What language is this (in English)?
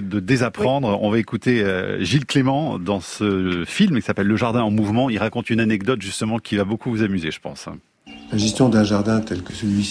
French